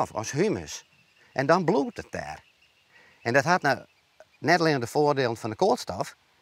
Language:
Western Frisian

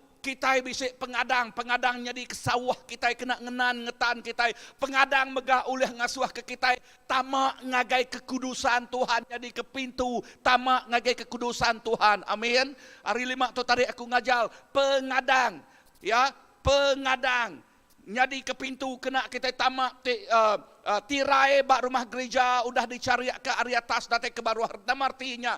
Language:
Iban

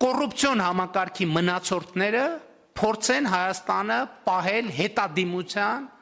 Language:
Armenian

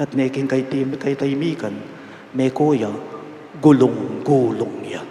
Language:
Pampanga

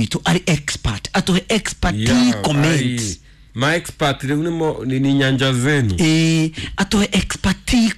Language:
Kikuyu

